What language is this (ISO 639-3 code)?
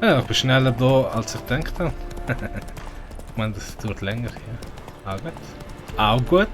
gsw